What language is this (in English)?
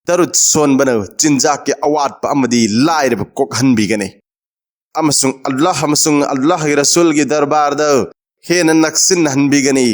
Manipuri